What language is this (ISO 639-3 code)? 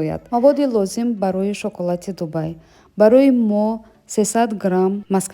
tgk